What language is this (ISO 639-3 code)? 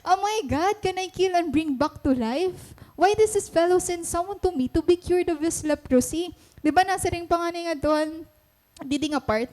war